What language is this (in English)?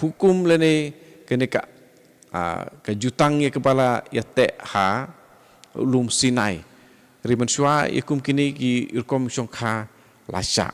Khasi